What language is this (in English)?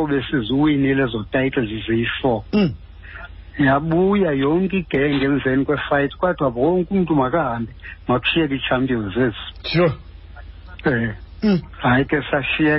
Xhosa